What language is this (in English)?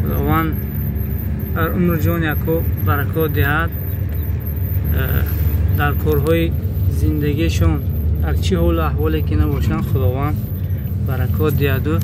Tajik